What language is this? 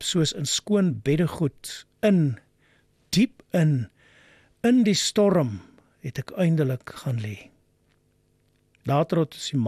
Afrikaans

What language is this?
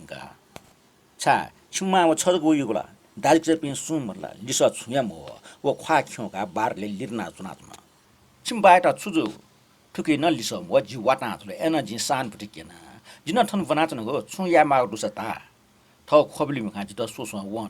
Newari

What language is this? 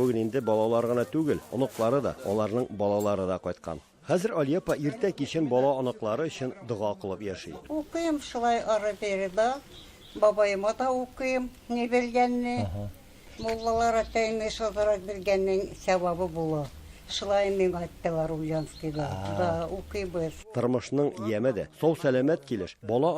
Tatar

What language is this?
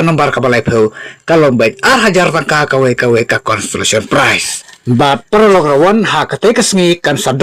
Khasi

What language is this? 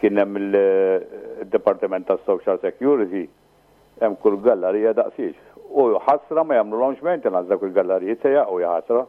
Maltese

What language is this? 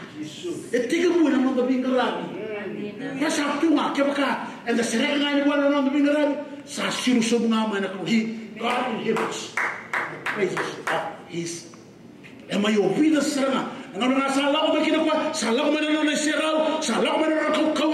Fijian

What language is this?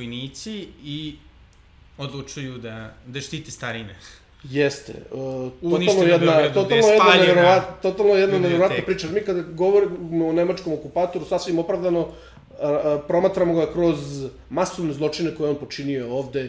Serbian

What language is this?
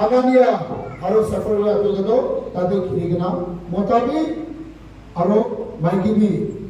Naga Pidgin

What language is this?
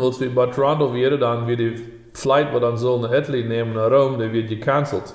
Plautdietsch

